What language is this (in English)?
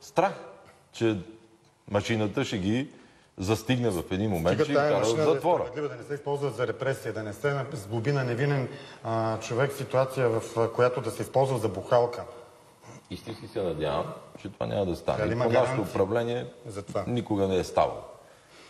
Bulgarian